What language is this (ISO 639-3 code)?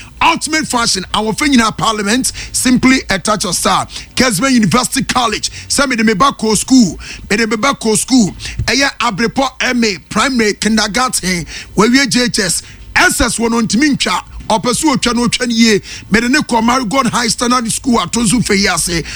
aka